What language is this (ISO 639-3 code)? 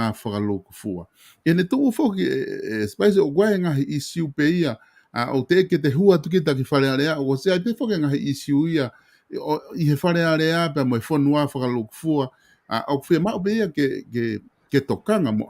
ton